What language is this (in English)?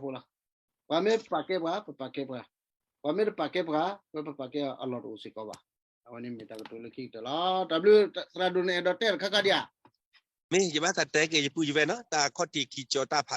S'gaw Karen